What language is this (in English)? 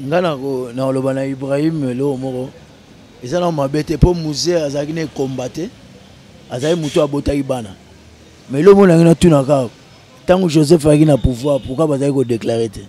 Lingala